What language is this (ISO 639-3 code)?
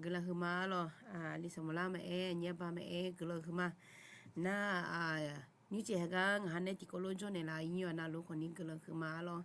ahk